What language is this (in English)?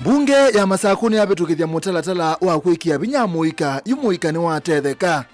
Kamba